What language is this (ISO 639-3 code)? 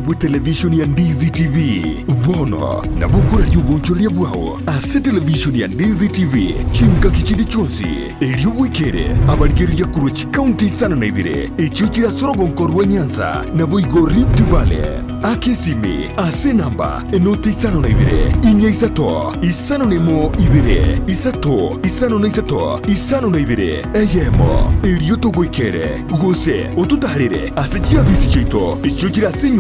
guz